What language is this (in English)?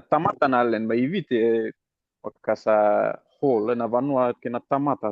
Fijian